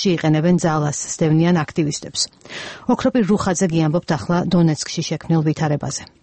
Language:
Georgian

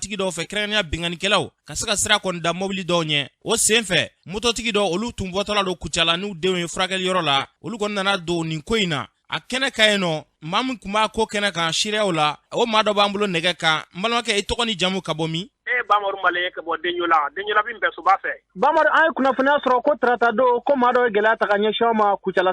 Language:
Bambara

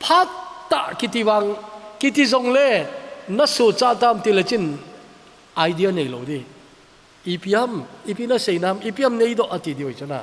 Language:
Thado Chin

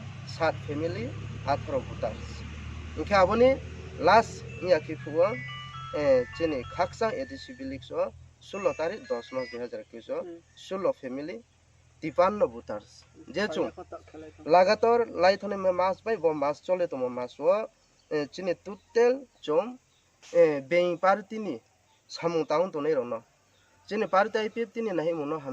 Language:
Riang (India)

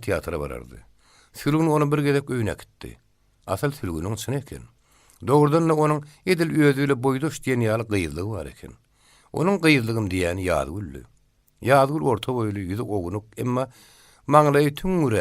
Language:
Turkmen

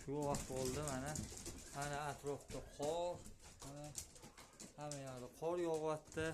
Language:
Uzbek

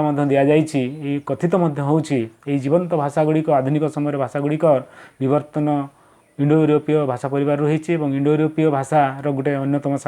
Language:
Odia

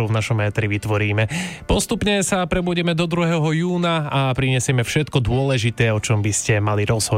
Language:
Slovak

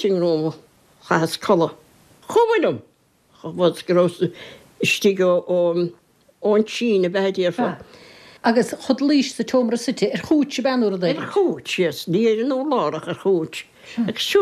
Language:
Irish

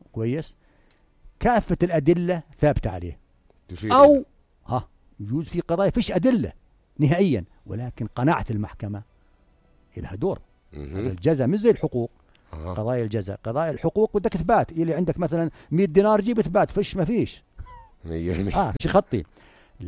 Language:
North Levantine Arabic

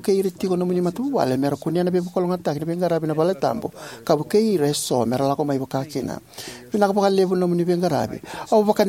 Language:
Fijian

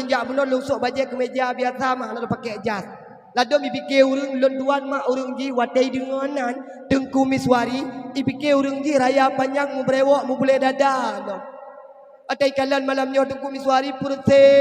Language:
Achinese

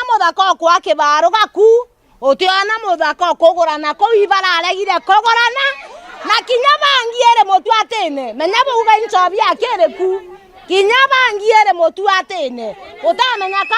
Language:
Meru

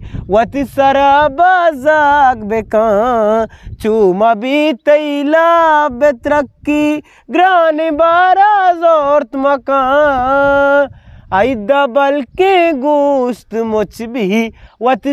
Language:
Eastern Balochi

